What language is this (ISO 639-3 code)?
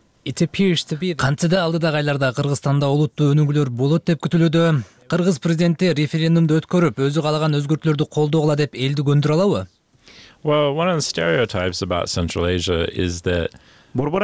kir